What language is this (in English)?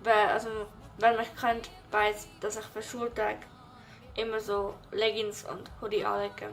Swiss German